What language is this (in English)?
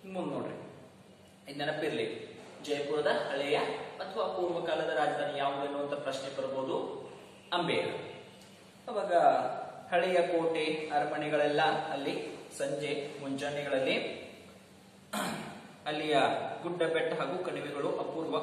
Kannada